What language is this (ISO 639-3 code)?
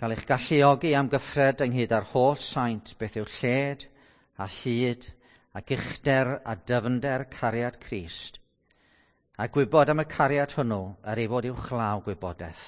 cym